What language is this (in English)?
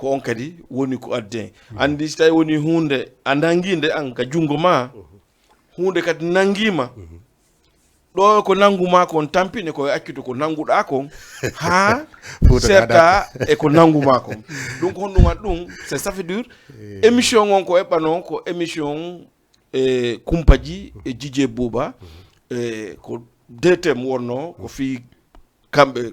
Fula